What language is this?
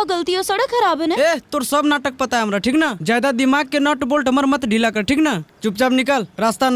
Magahi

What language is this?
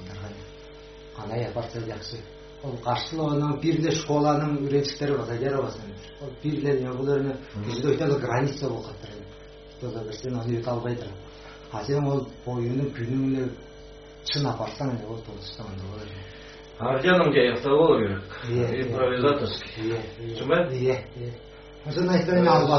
Kazakh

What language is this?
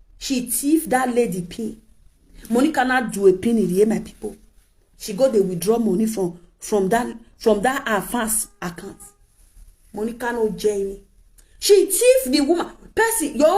Nigerian Pidgin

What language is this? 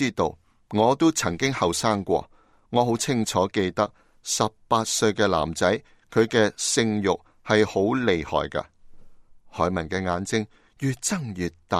Cantonese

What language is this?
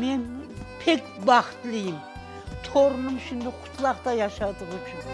Crimean Tatar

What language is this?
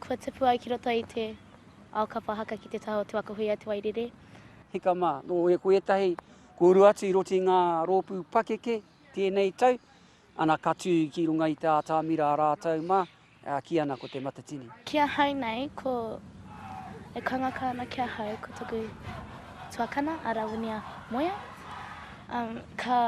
Māori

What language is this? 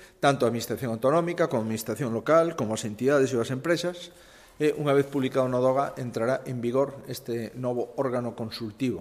Galician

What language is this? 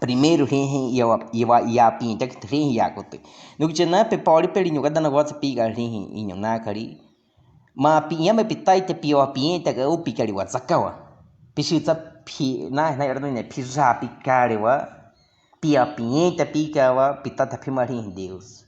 Baniwa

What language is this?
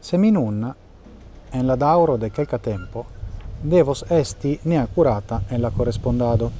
Esperanto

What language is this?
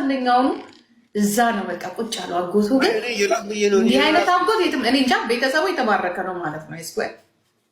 Amharic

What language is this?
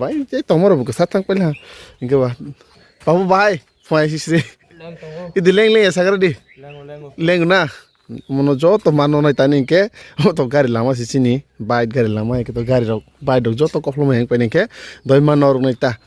Kok Borok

